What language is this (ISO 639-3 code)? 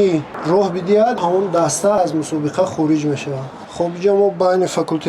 tgk